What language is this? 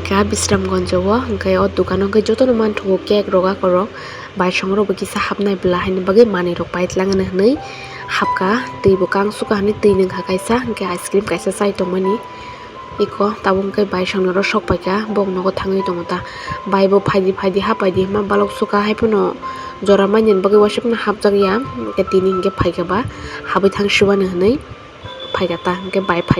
Kok Borok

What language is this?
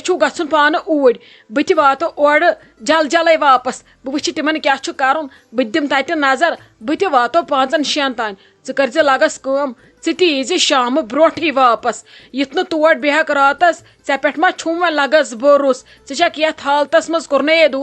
Kashmiri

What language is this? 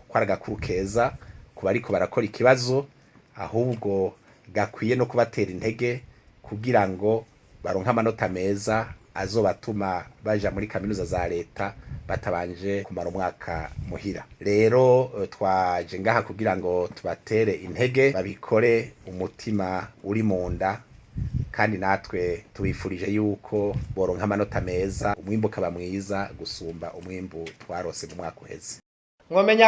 Rundi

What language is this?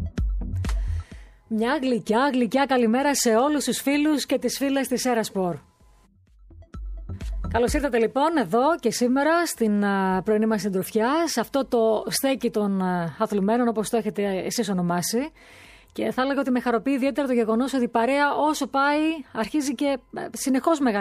Greek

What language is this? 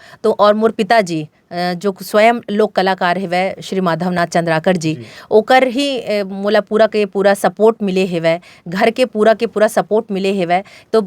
Chhattisgarhi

